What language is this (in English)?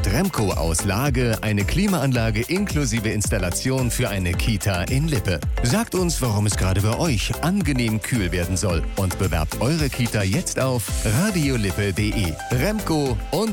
German